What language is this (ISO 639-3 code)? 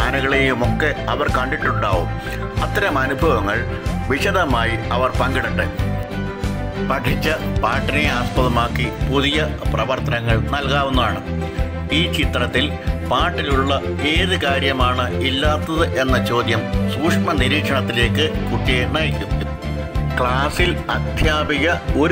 mal